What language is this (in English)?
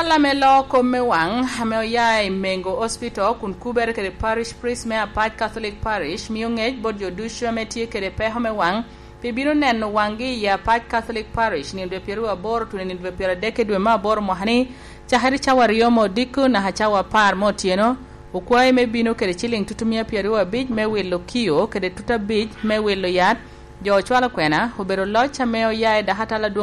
Lango (Uganda)